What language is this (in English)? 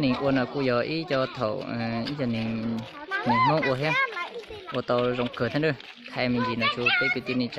Hmong